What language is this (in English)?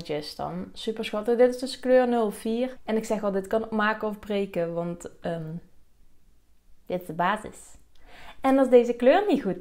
Dutch